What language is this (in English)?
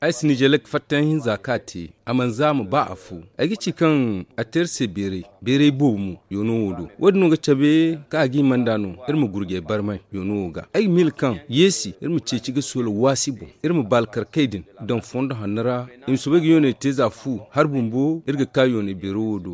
Zarma